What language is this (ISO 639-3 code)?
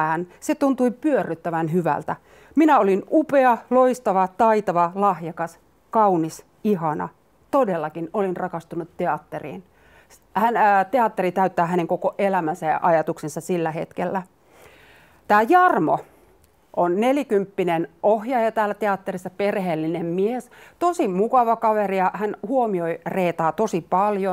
fin